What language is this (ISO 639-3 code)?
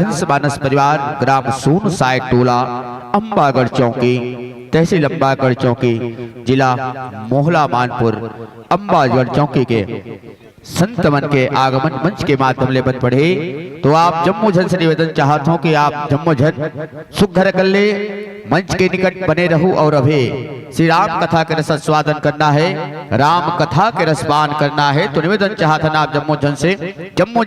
hne